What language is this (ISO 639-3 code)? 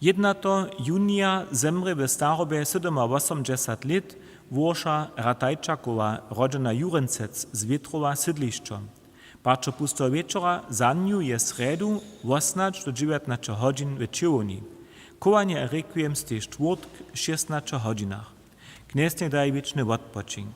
hsb